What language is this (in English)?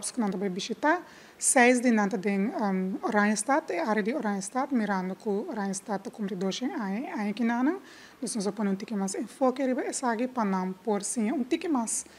Papiamento